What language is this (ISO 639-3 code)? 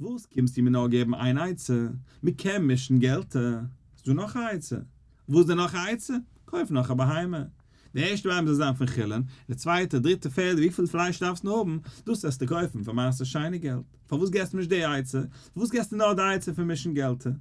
yid